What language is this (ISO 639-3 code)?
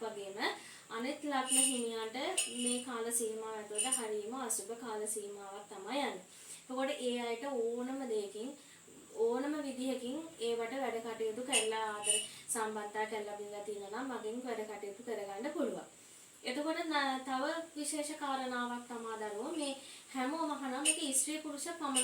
sin